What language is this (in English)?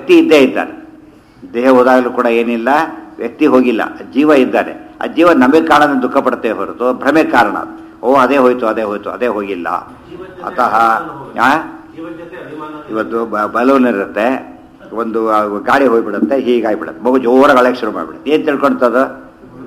Kannada